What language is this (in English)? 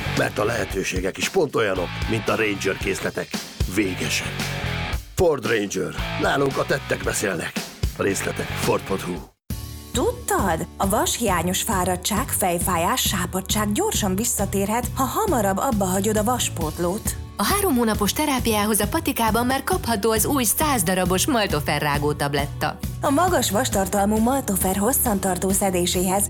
Hungarian